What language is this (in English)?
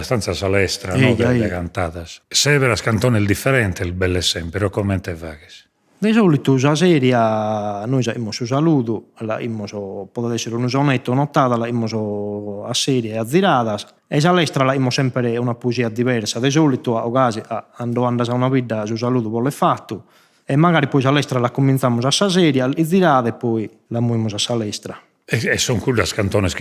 Sardinian